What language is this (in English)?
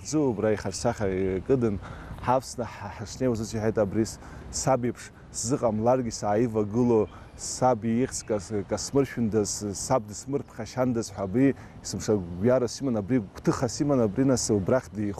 Abkhazian